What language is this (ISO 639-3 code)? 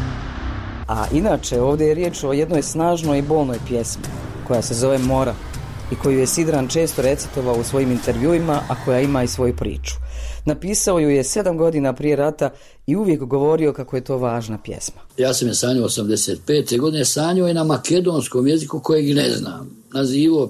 bos